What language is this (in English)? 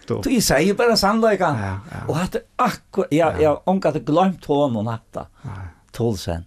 Faroese